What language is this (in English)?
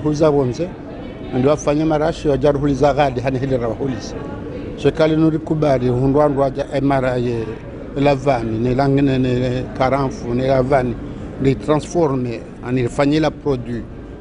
Ngazidja Comorian